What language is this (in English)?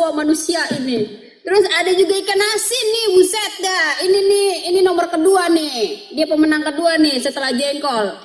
Betawi